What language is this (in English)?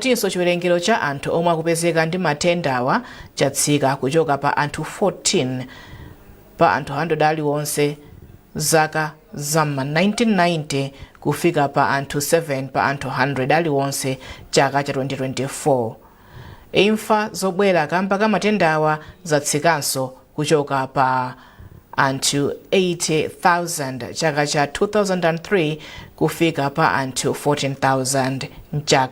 Nyanja